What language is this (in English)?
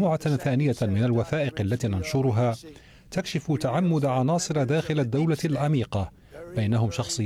Arabic